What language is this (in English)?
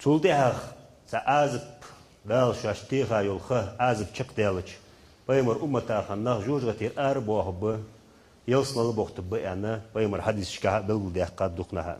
Ingush